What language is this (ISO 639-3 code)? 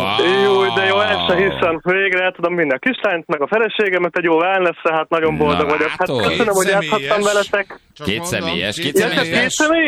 hun